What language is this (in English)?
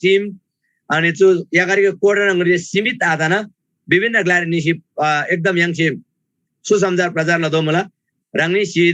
Eastern Tamang